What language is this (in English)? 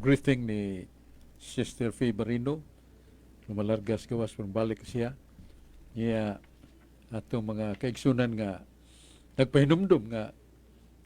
Cebuano